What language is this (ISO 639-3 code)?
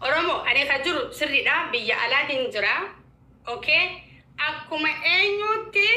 orm